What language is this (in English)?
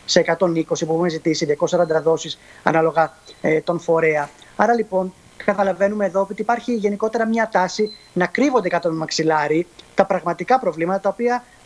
Greek